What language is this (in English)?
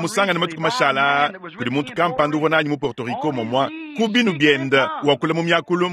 Luba-Lulua